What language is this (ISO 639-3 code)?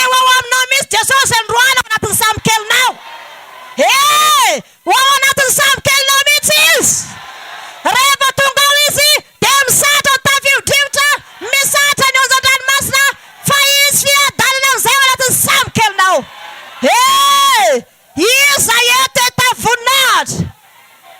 mlg